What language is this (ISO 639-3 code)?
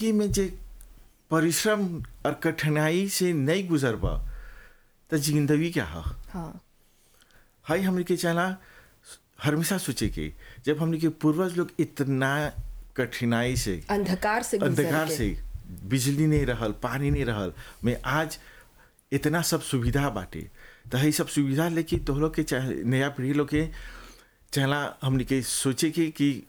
bho